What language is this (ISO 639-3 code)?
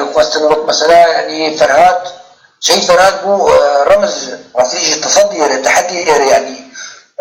kur